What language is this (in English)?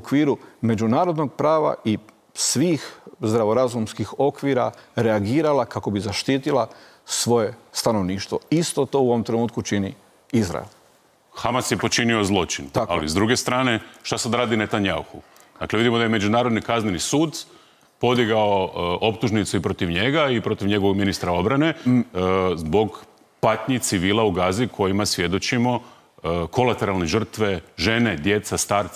Croatian